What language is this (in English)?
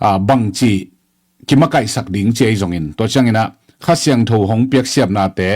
Tedim Chin